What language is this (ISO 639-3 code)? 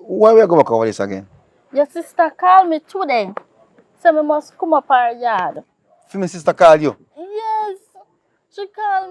jam